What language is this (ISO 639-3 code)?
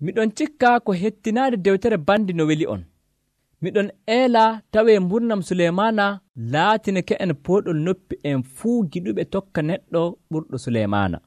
fuv